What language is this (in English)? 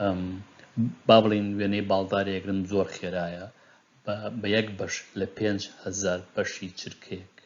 Central Kurdish